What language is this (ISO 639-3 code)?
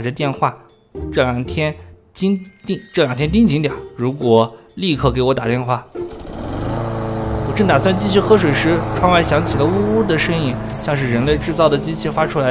zho